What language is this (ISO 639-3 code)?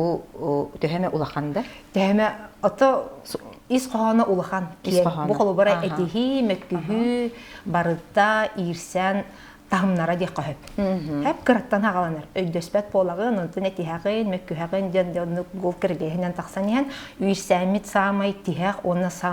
sah